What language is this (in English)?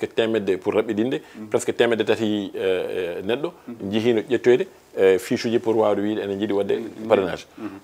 Fula